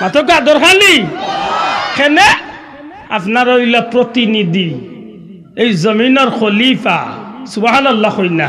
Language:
Sylheti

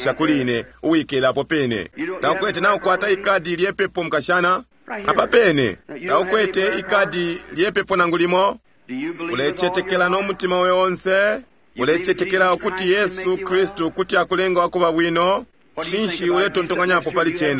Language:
Bemba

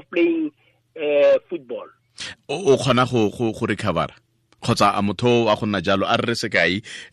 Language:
Tswana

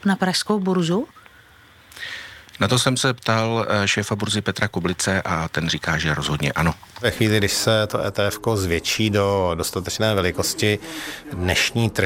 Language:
Czech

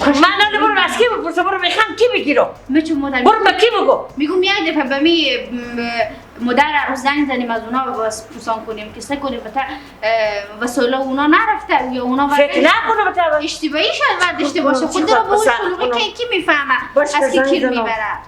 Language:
Persian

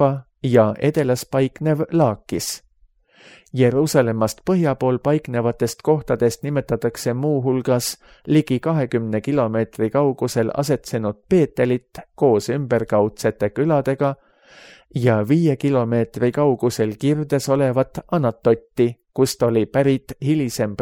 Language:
Estonian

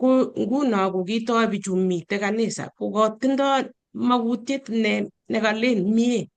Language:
Kalenjin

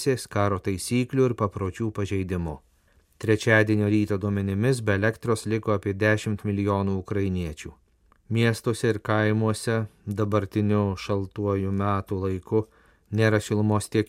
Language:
Lithuanian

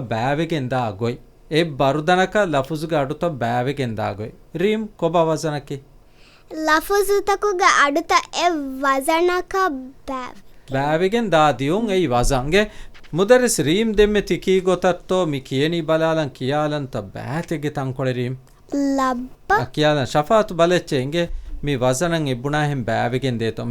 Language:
Divehi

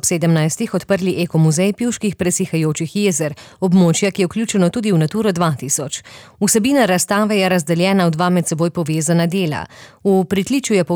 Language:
Slovenian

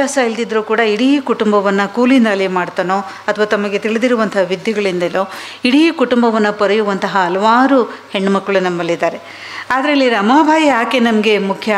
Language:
Kannada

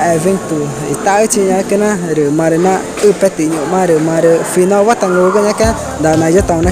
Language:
Ticuna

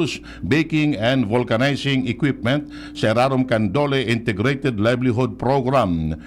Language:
Bikol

